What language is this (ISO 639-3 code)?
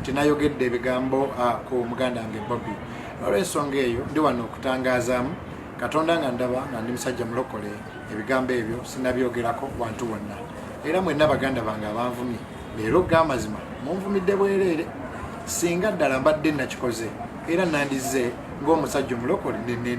lug